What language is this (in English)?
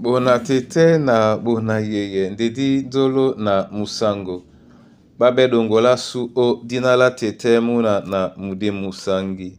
Duala